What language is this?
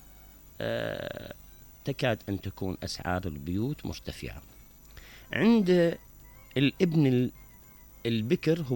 Mesopotamian Arabic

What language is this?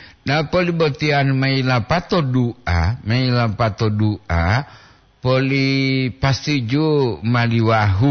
Gorontalo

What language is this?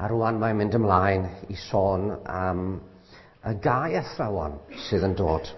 Welsh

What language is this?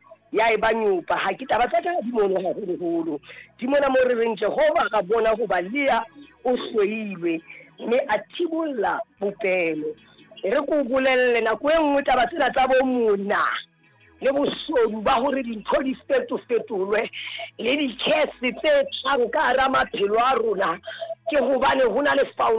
Southern Sotho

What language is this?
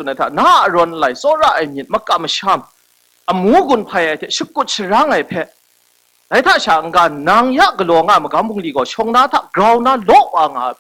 Kachin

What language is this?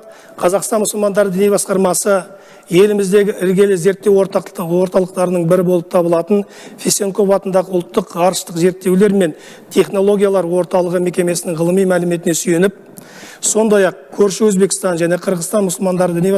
Kazakh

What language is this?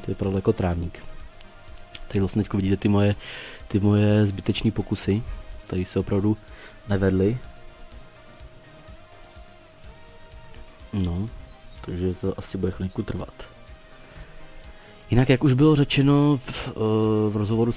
Czech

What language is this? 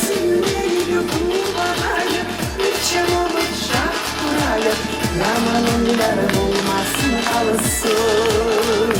Kumyk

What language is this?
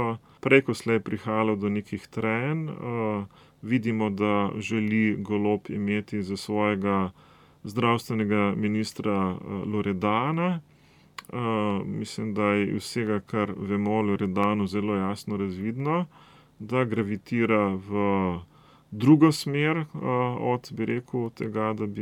Slovenian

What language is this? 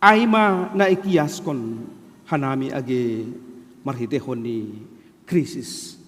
Batak Simalungun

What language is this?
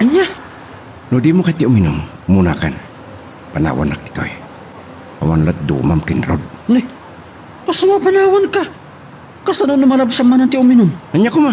Iloko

